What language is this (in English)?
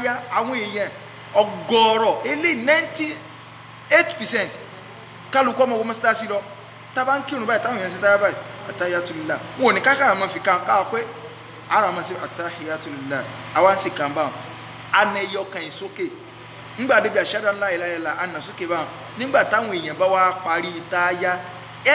Yoruba